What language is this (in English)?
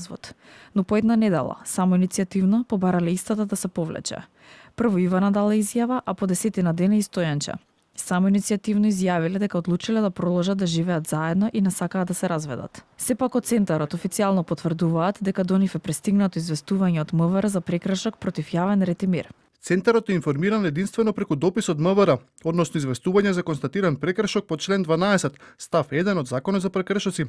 Macedonian